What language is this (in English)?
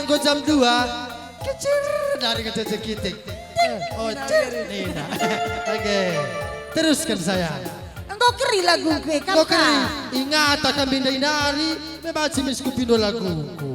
Batak Karo